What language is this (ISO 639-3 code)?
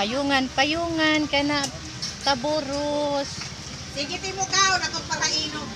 war